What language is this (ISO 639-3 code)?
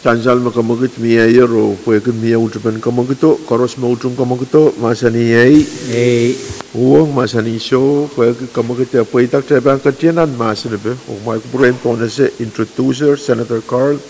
pon